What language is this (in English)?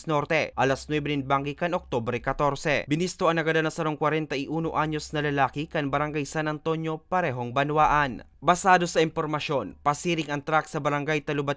Bikol